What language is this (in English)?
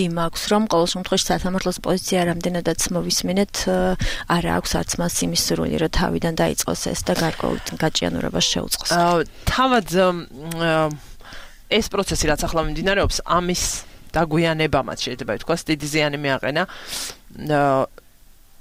Georgian